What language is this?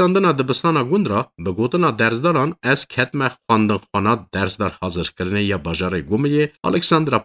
Kurdish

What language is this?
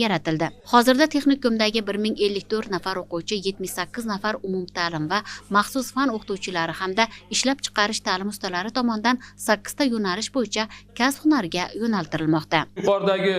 Uzbek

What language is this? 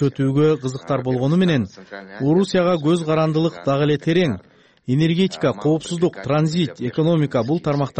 Kyrgyz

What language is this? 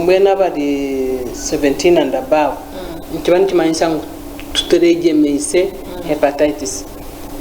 Nyankole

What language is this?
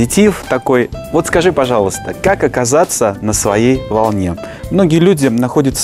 Russian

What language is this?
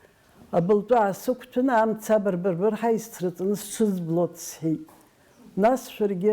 Abkhazian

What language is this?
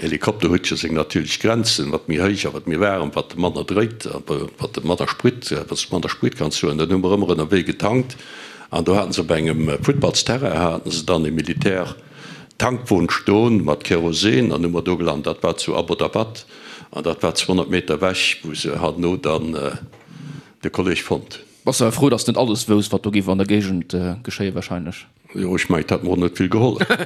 Luxembourgish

